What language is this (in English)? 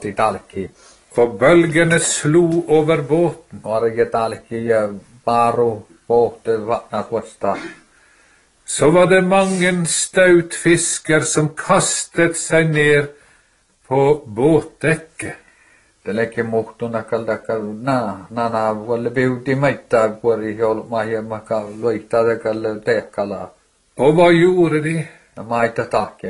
Norwegian